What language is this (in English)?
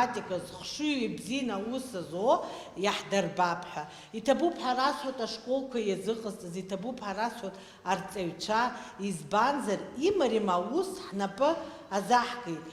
Abkhazian